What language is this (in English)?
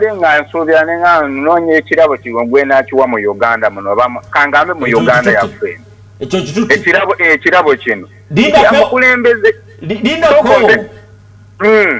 Ganda